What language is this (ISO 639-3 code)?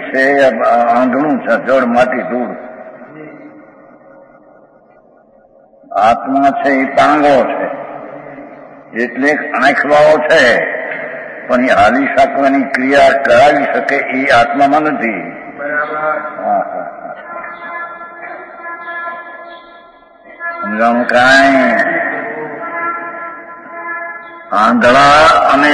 guj